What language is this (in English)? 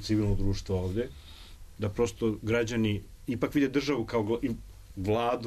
Serbian